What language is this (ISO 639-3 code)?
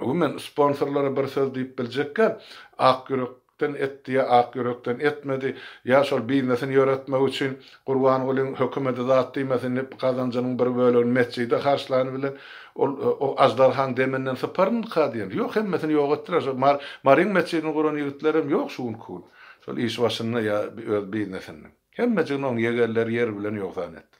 tuk